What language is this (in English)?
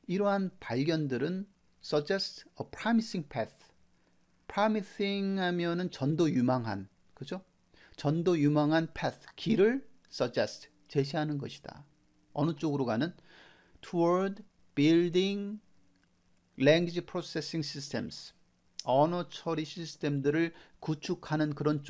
Korean